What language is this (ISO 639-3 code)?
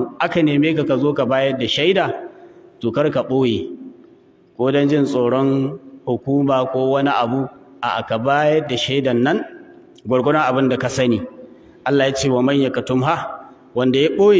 hau